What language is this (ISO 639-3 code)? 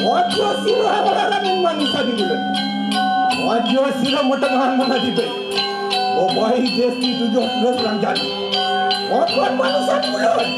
ban